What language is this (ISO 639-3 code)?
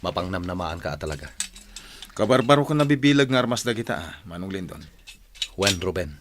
ilo